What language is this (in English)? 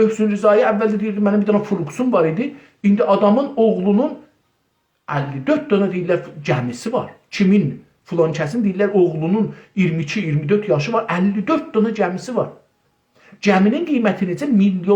South Azerbaijani